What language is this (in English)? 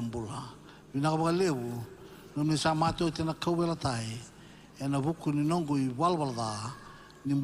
Fijian